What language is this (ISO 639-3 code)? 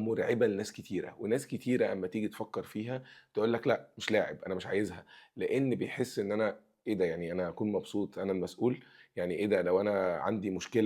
arz